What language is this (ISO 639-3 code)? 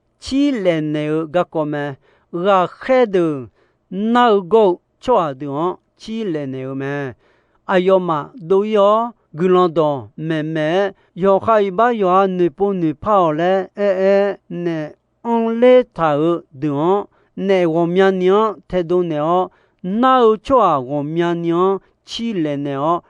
ahk